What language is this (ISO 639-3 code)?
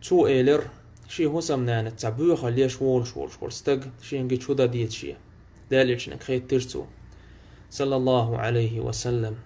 che